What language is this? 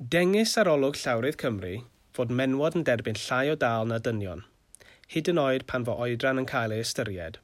Welsh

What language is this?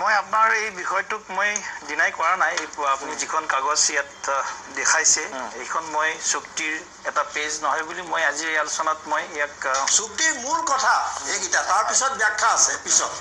Assamese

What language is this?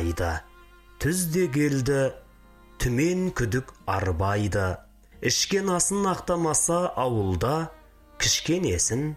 Kazakh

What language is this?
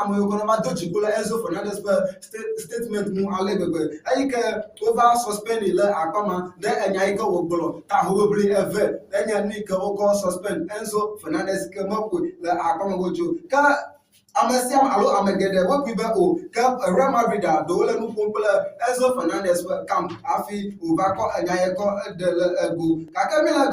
Ewe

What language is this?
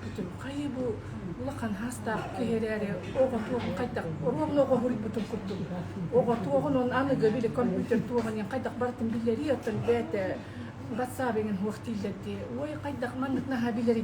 Yakut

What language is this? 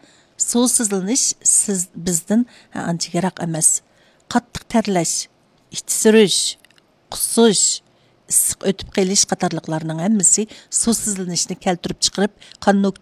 Uyghur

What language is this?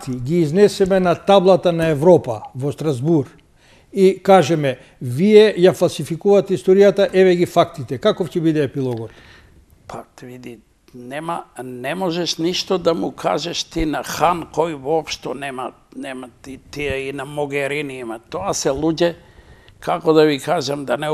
Macedonian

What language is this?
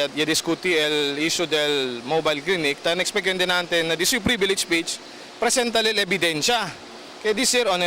Chavacano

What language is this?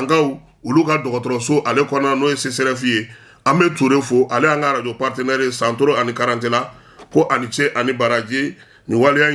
Bambara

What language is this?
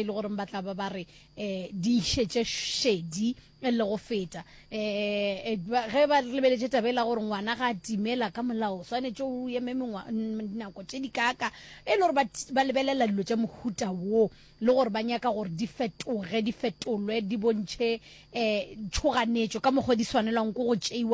Northern Sotho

